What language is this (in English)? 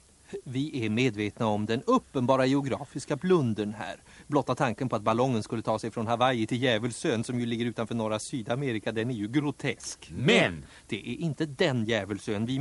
Swedish